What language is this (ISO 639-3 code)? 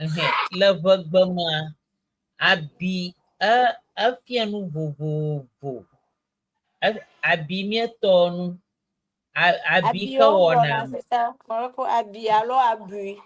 ewe